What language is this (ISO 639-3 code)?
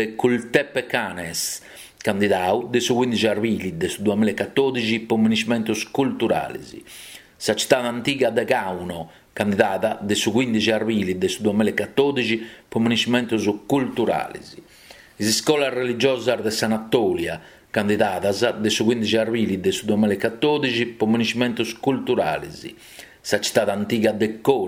srd